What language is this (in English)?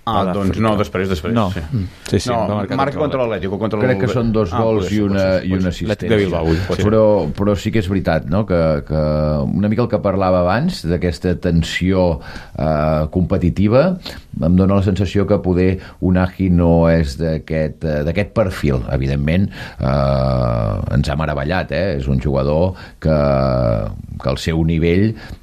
Catalan